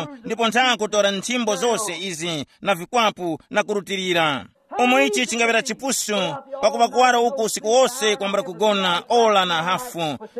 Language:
Tumbuka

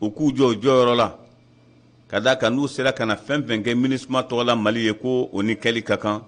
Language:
Bambara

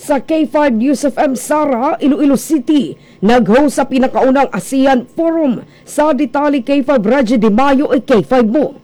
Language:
Cebuano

